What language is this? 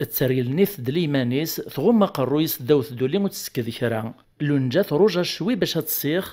Kabyle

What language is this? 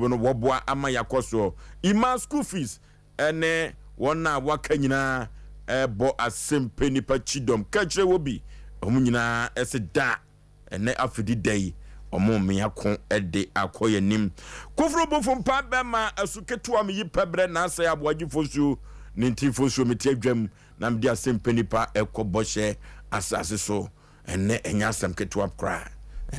Akan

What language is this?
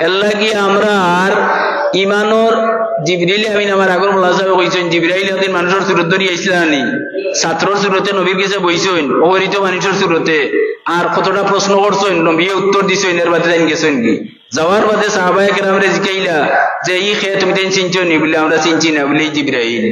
Sylheti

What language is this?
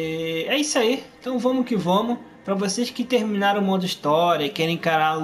Portuguese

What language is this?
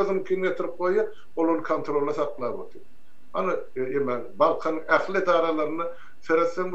Turkmen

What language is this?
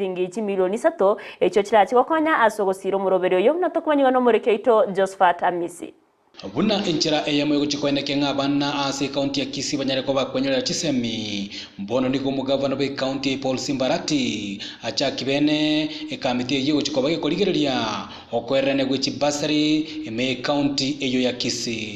Gusii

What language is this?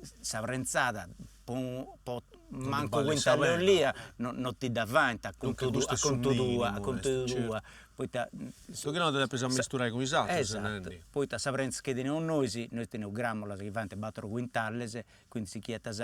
Sardinian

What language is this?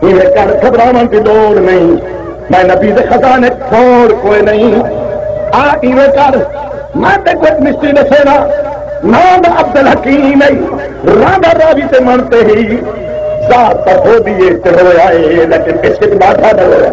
Saraiki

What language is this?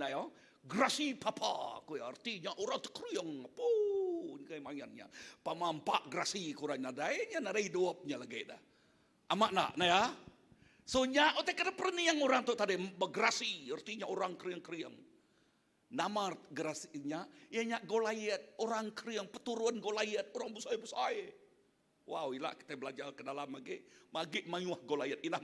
Iban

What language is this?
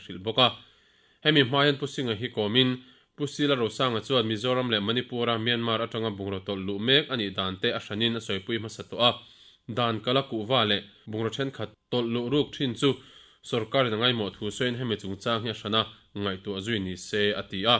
Mizo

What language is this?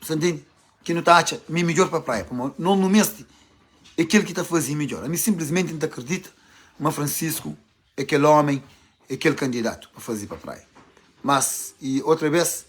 Kabuverdianu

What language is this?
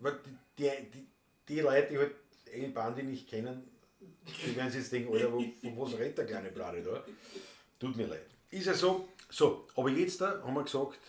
Bavarian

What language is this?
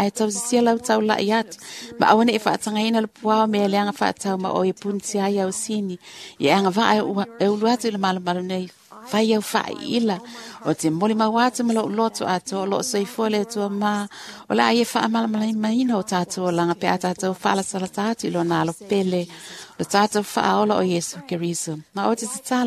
Samoan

